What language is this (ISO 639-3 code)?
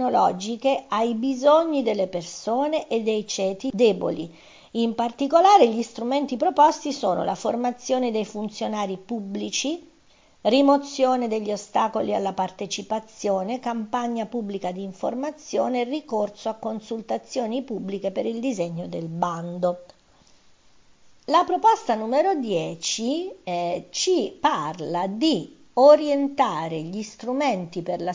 ita